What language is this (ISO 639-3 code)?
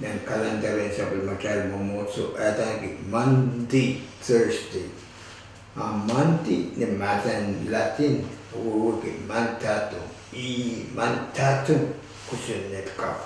pon